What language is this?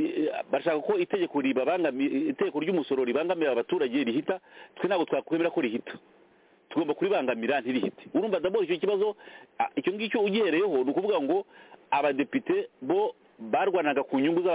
Kinyarwanda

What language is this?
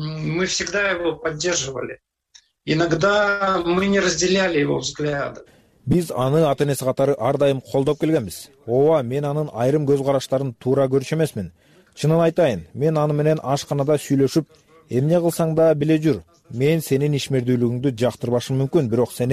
Kyrgyz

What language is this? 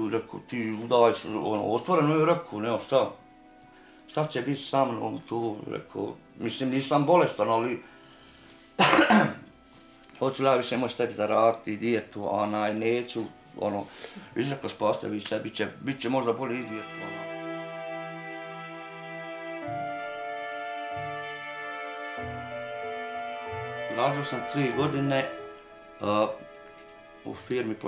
Bosnian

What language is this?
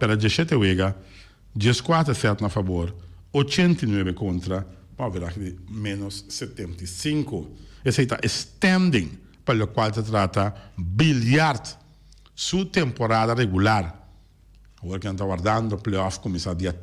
Papiamento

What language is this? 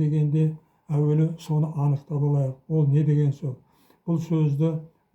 Kazakh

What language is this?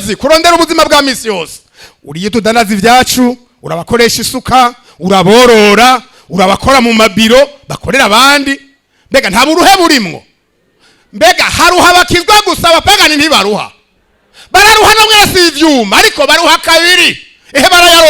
Rundi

